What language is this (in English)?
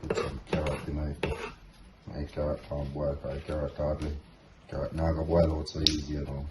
Jamaican Creole English